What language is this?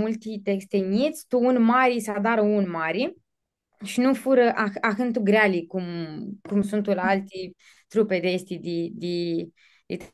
Aromanian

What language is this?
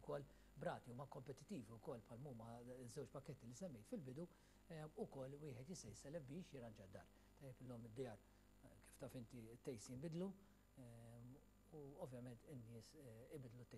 Maltese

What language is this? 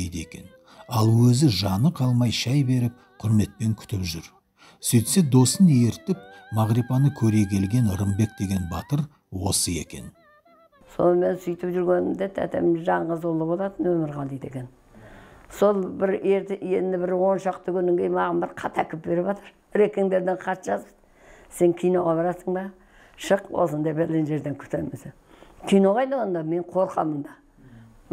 Kazakh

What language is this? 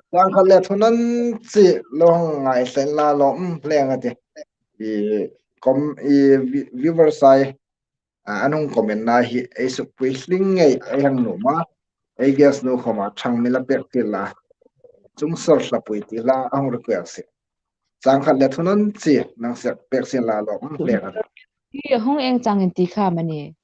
Hmar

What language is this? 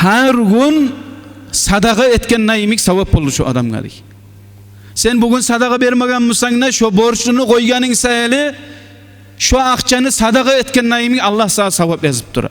Kumyk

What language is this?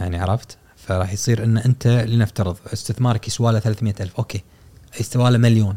Gulf Arabic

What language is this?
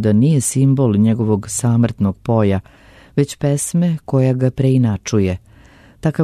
Serbian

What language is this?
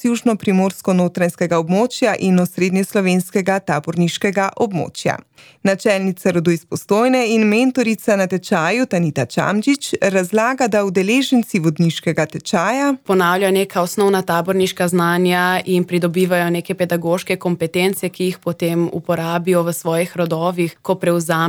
Slovenian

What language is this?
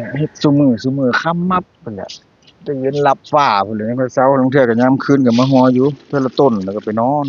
Northeastern Thai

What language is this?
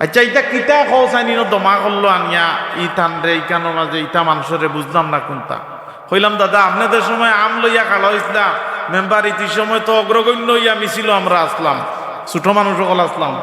Sylheti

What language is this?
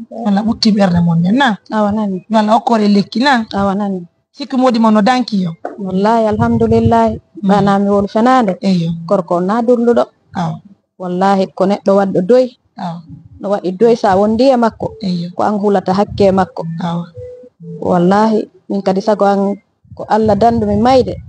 Fula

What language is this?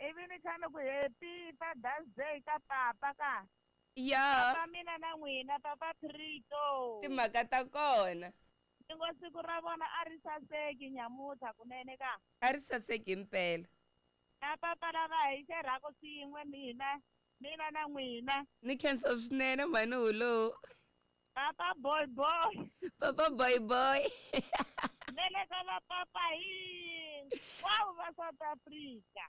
Tsonga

